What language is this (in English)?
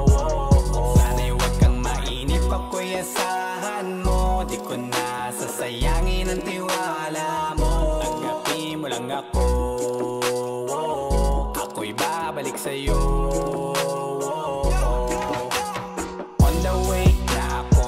Filipino